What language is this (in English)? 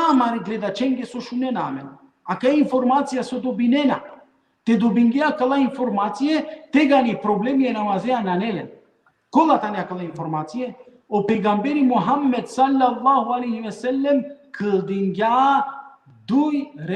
Balkan Romani